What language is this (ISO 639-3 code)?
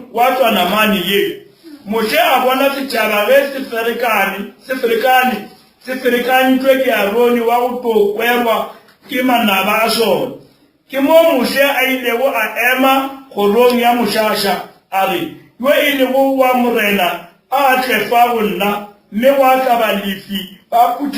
nso